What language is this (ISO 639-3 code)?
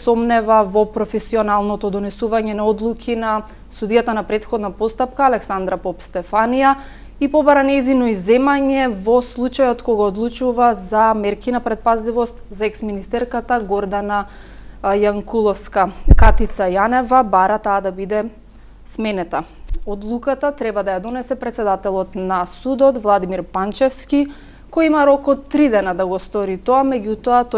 mkd